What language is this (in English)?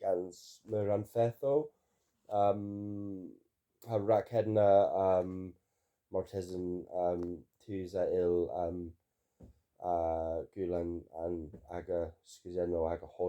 Cornish